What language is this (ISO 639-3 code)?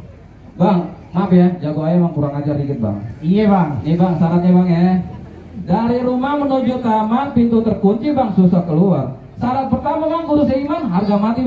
bew